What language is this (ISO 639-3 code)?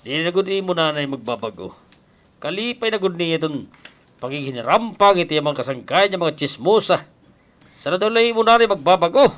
war